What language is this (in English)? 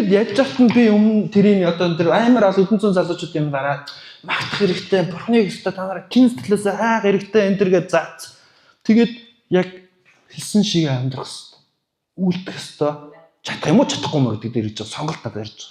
Mongolian